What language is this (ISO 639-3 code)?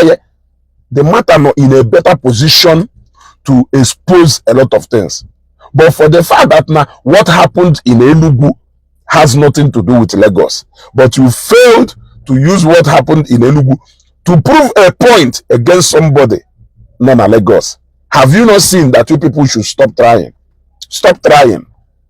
ibo